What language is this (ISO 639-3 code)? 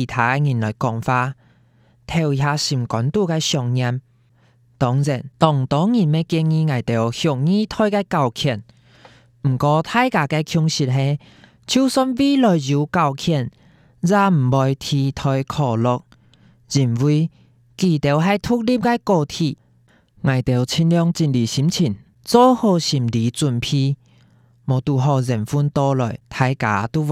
hak